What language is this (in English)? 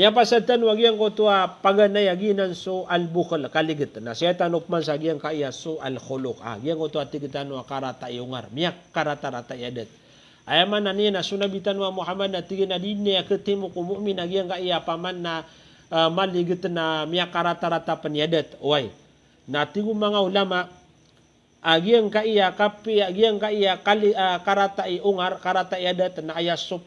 Maranao